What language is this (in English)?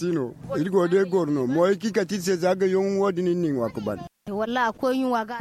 Zarma